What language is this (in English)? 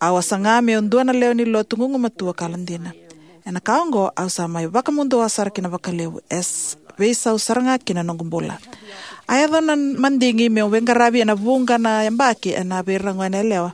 Fijian